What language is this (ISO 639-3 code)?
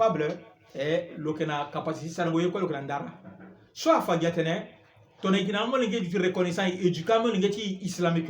sag